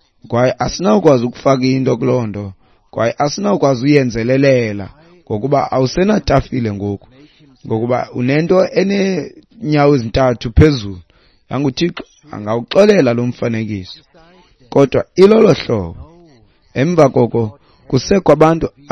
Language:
Xhosa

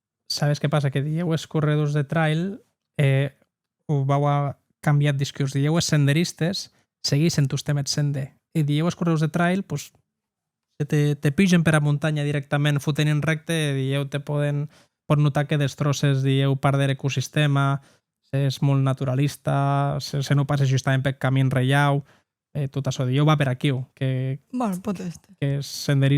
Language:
Occitan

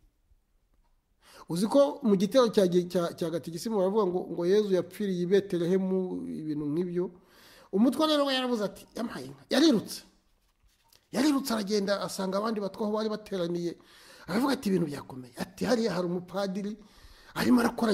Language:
Kinyarwanda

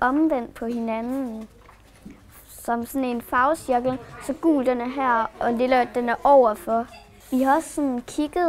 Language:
Danish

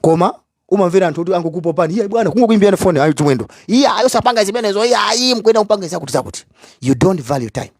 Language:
Nyanja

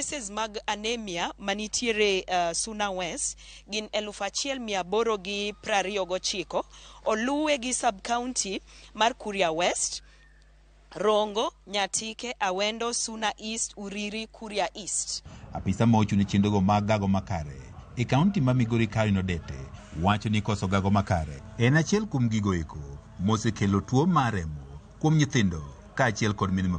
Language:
Luo (Kenya and Tanzania)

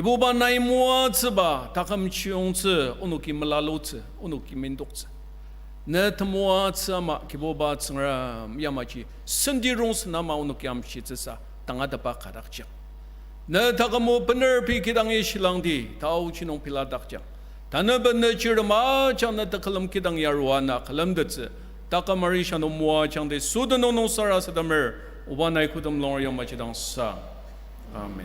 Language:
Ao Naga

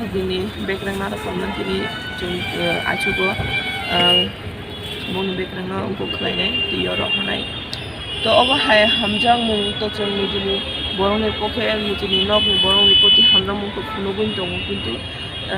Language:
Kok Borok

